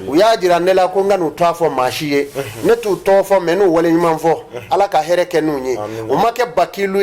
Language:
Bambara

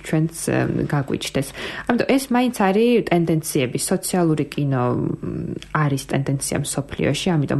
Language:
Georgian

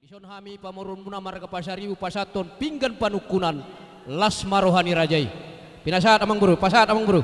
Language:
Batak Toba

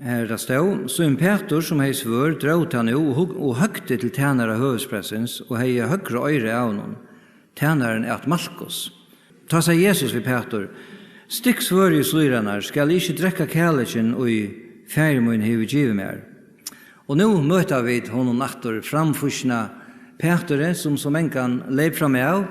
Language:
Faroese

